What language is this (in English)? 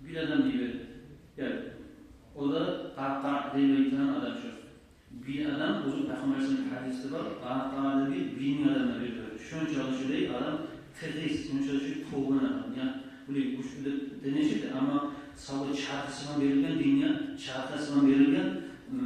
Kumyk